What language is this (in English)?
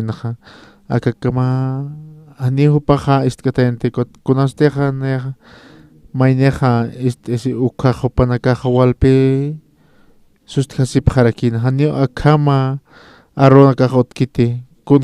Aymara